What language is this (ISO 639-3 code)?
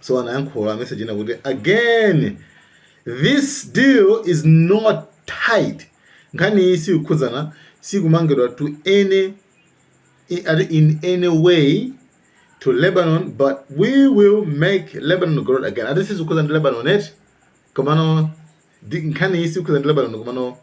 nya